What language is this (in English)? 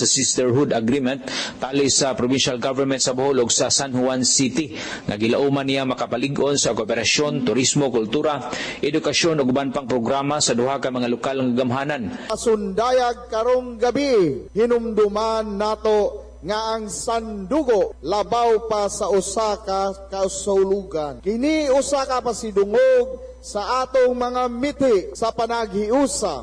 Cebuano